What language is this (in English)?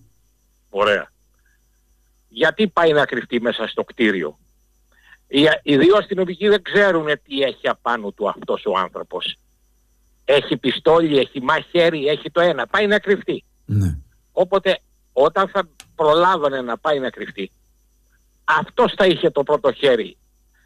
Greek